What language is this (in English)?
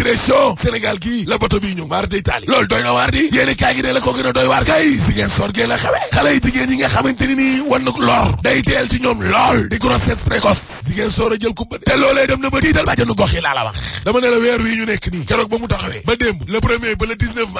Wolof